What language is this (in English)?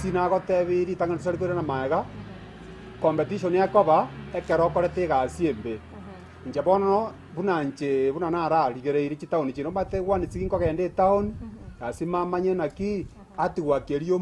Gusii